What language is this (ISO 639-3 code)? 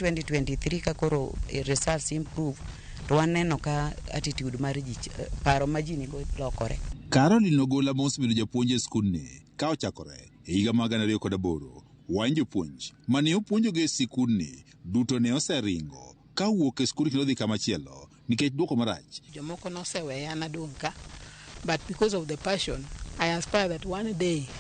luo